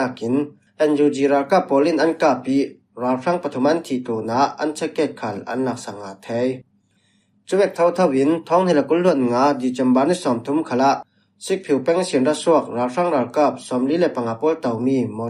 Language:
Falam Chin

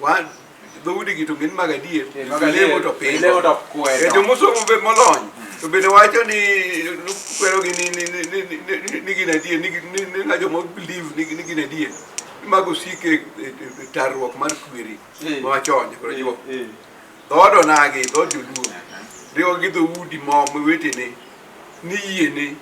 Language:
Luo (Kenya and Tanzania)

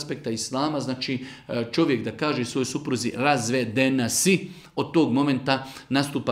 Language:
Bosnian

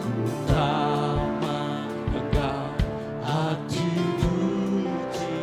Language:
Iban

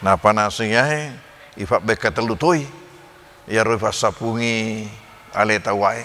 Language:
Buginese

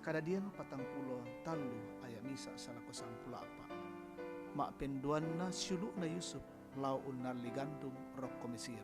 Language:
Toraja-Sa'dan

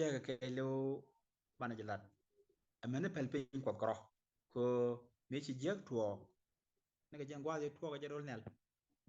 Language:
Nuer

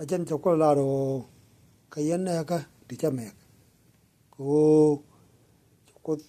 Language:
Nuer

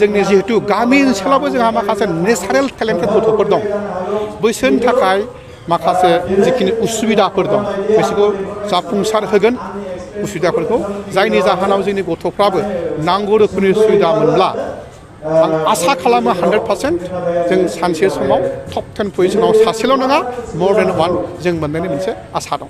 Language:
Bodo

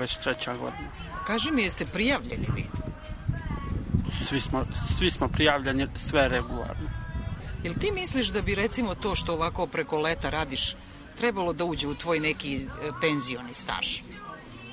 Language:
Serbian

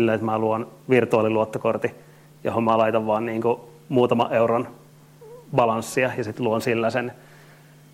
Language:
Finnish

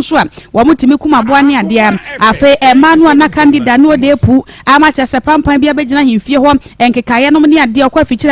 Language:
Akan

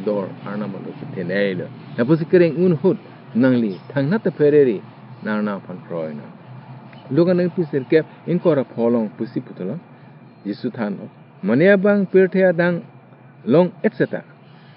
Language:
Karbi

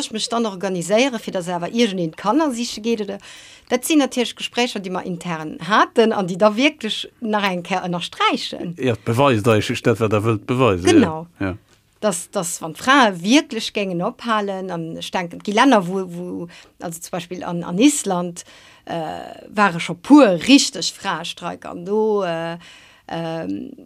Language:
Luxembourgish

